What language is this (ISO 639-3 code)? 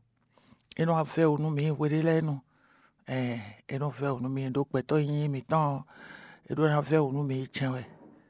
fon